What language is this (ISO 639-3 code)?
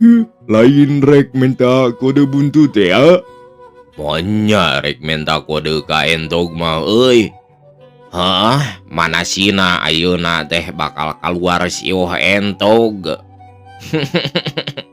sun